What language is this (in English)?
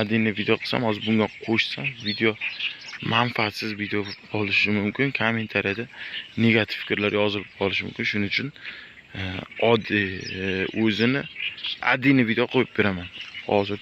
Uzbek